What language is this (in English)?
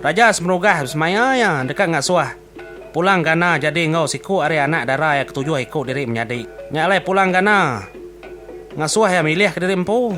Iban